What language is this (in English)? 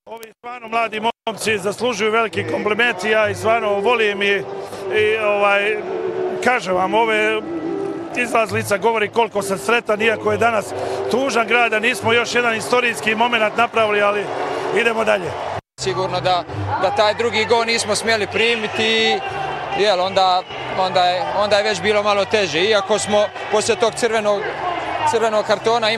Bosnian